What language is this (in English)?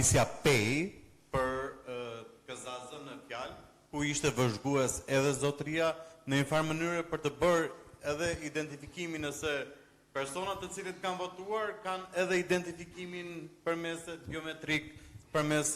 Albanian